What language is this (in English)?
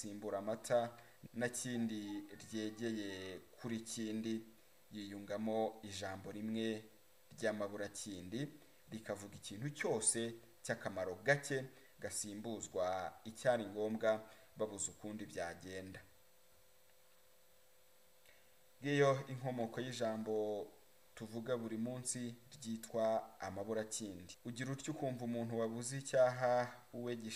Kinyarwanda